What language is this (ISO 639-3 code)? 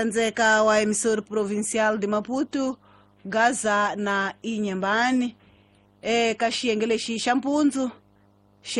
tso